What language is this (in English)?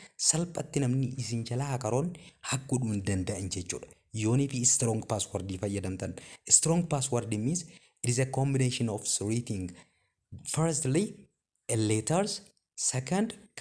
Oromo